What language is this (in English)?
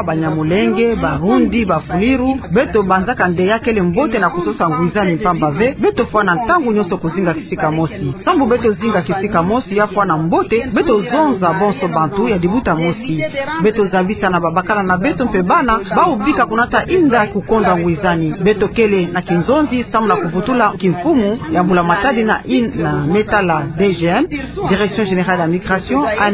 Kituba (Democratic Republic of Congo)